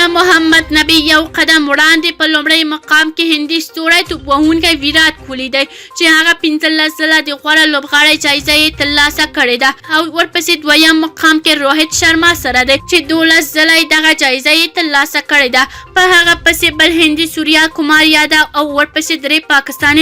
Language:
Pashto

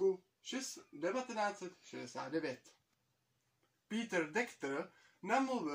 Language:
Czech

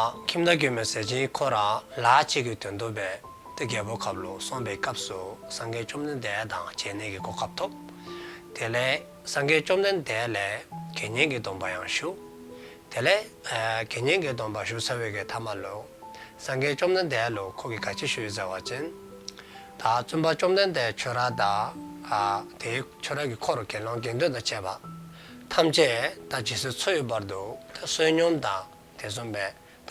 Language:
Dzongkha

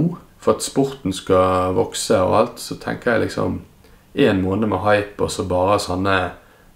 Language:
Norwegian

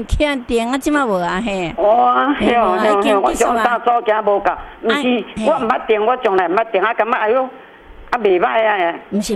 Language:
Min Nan Chinese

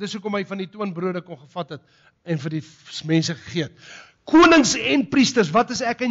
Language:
Afrikaans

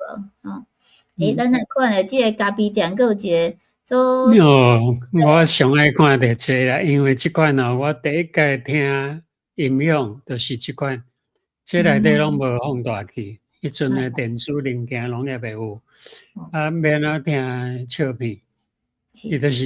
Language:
Min Nan Chinese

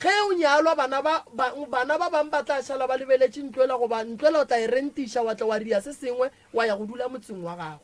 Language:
Northern Sotho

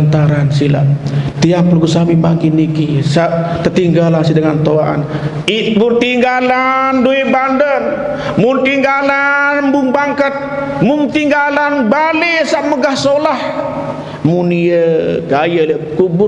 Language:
Sasak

